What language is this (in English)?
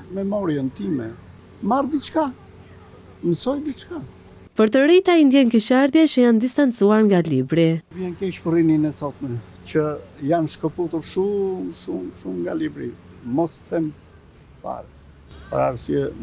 Albanian